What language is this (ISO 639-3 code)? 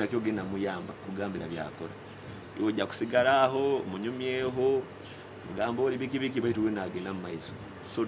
nyo